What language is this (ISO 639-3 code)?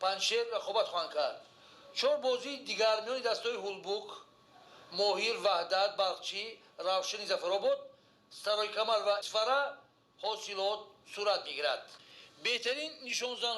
tgk